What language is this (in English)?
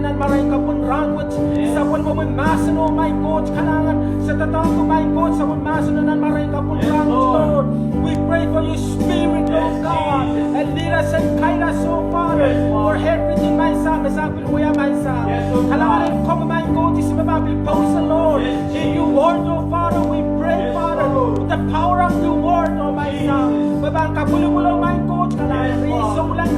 Pohnpeian